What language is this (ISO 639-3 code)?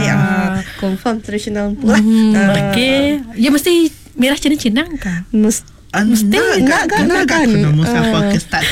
iba